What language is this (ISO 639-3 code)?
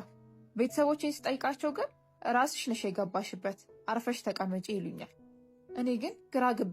amh